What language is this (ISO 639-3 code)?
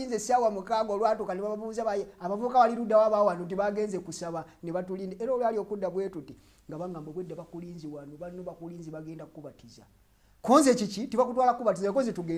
lug